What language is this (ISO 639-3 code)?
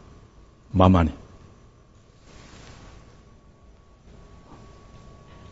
jpn